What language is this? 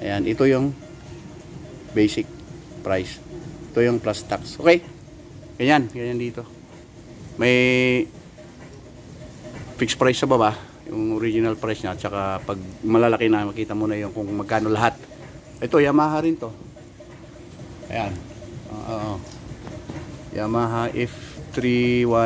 Filipino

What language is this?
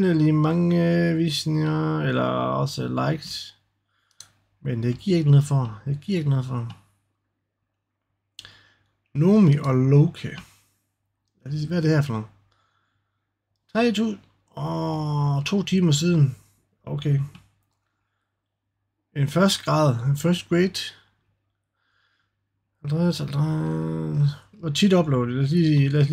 Danish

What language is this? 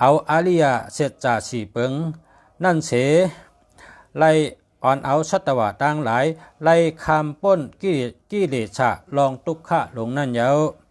Shan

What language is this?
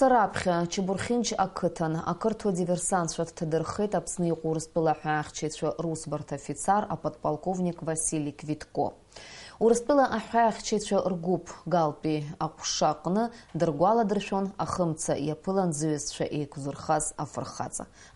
Abkhazian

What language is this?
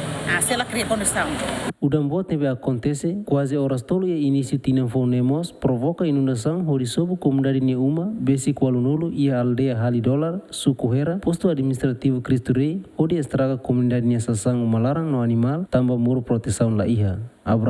Tetum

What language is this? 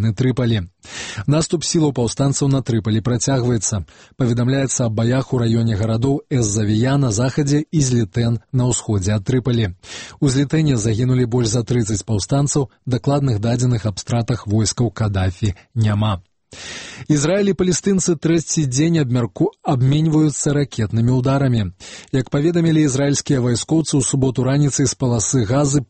Belarusian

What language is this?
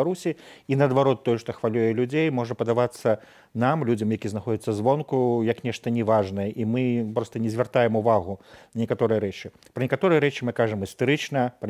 Belarusian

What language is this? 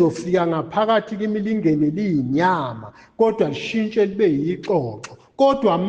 Zulu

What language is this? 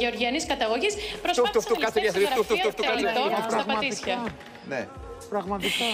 Greek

